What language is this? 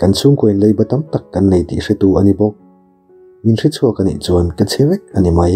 Mizo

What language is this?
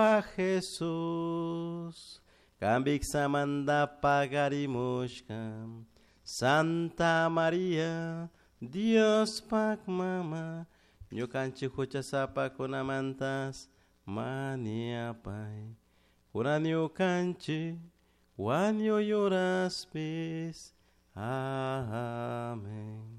Chimborazo Highland Quichua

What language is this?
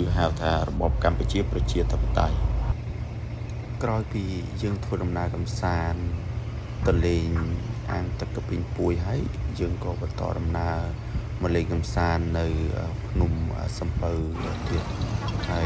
Khmer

